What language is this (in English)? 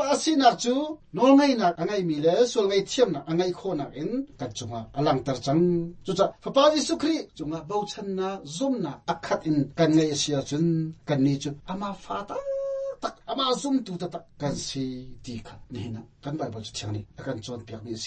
Hakha Chin